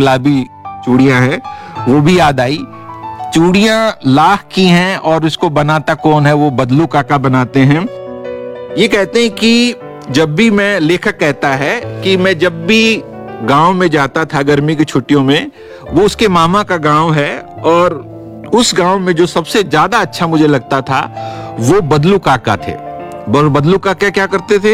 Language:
Hindi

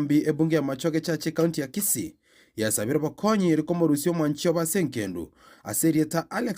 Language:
Gusii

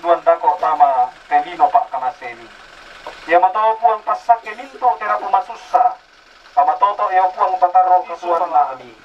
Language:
Toraja-Sa'dan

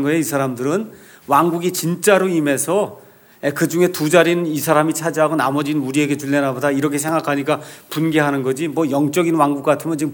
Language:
Korean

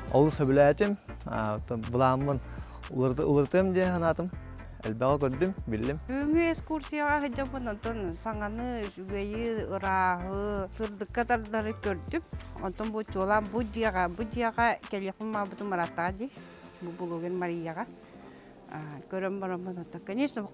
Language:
Yakut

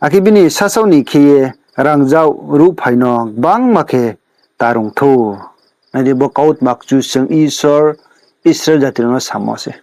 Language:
Riang (India)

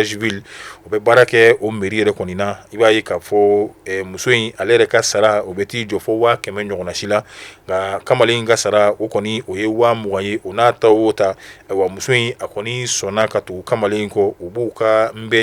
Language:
Bambara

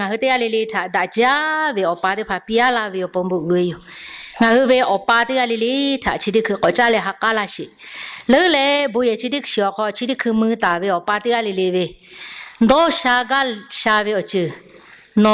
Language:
Lahu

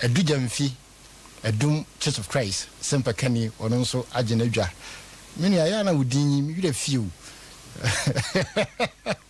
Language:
Akan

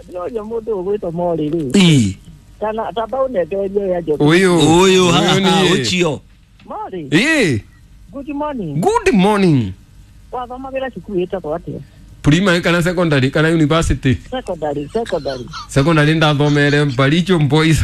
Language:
Kikuyu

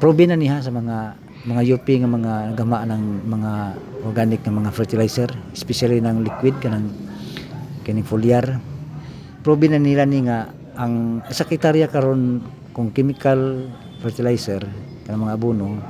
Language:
Cebuano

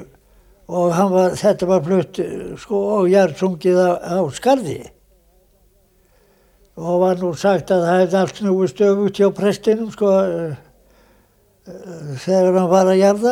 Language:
Icelandic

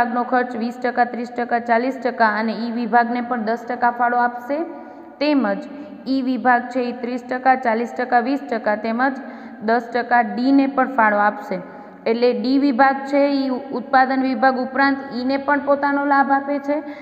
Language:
Gujarati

